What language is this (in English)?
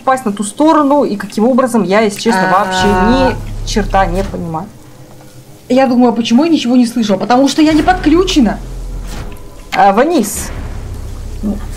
Russian